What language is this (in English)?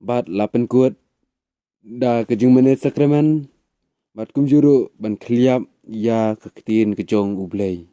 Khasi